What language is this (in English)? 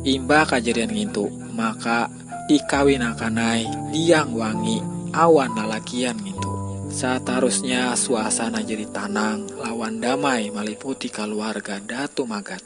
Banjar